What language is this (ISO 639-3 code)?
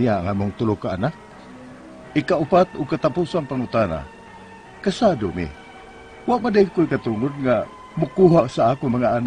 ceb